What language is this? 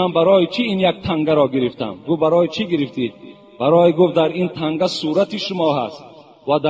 Tajik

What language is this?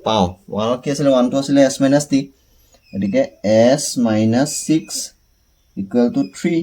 Assamese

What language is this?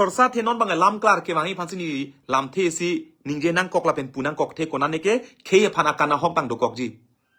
Karbi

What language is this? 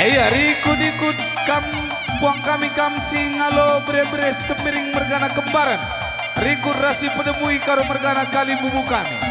Batak Karo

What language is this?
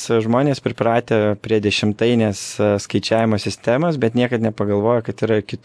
Lithuanian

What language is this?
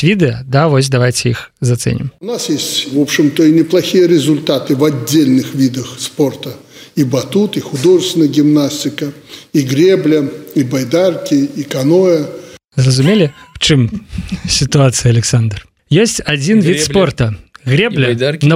Belarusian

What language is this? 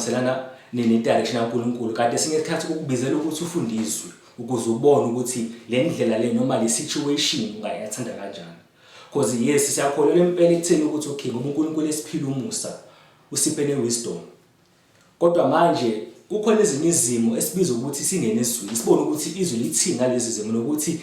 Zulu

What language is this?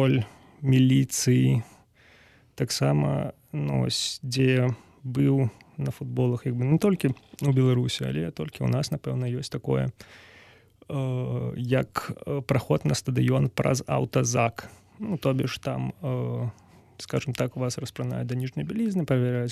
Belarusian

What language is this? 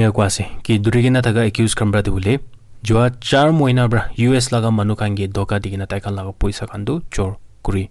Naga Pidgin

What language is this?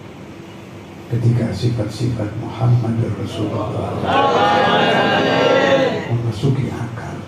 Arabic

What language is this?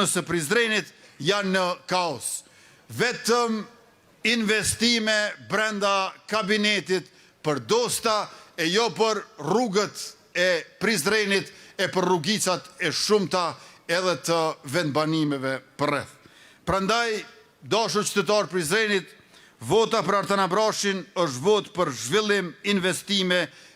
Albanian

